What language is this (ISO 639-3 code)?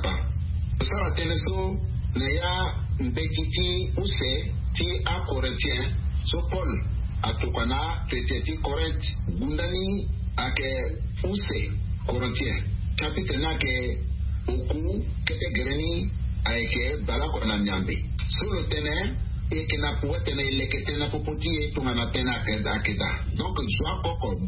sag